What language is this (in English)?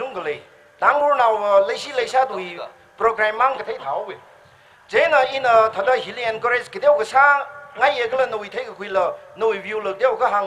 Tangkhul Naga (India)